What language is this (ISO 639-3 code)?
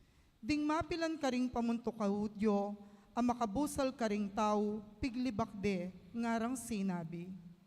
pam